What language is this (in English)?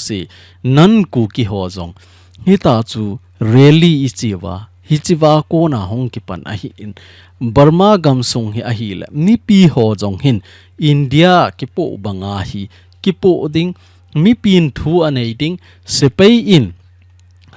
Thado Chin